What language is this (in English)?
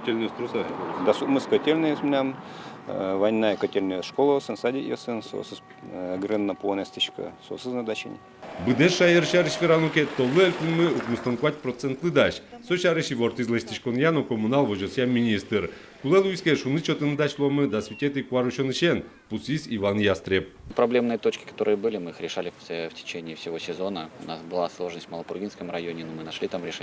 Udmurt